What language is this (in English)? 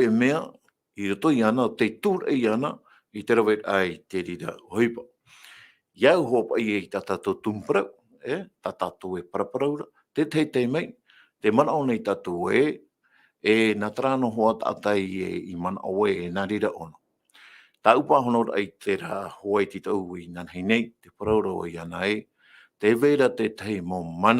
Tahitian